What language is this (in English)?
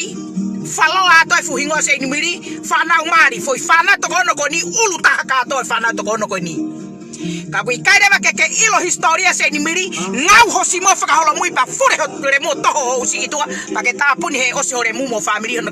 Tongan